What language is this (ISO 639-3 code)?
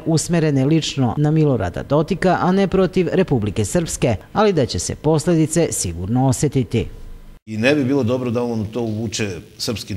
srp